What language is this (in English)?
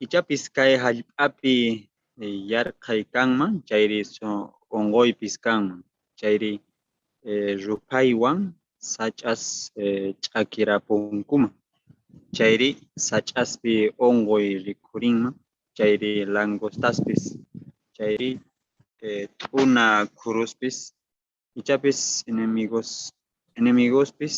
South Bolivian Quechua